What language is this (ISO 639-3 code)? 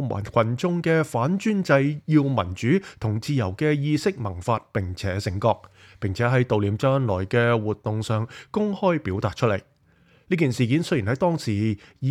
yue